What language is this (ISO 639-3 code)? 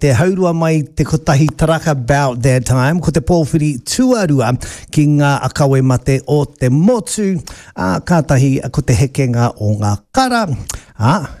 mri